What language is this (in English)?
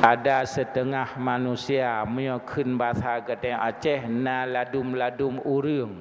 Achinese